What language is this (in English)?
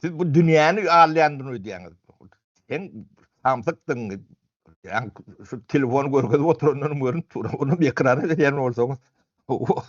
Turkmen